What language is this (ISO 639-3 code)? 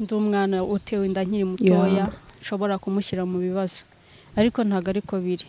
kin